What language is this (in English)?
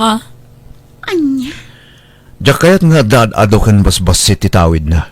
Iloko